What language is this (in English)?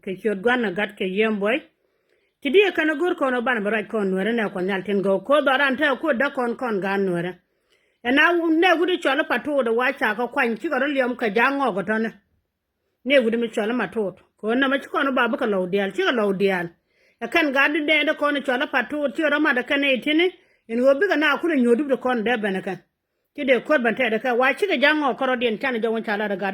Nuer